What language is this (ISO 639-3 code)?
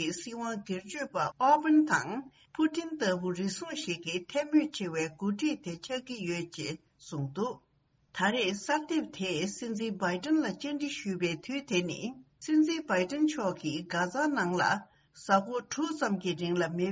bod